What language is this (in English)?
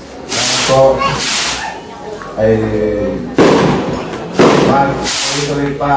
Filipino